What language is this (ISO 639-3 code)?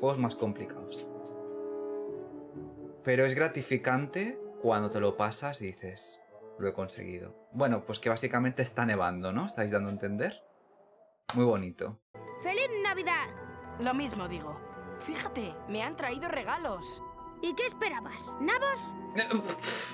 spa